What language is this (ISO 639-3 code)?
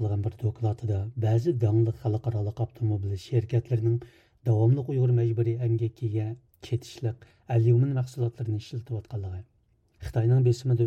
uig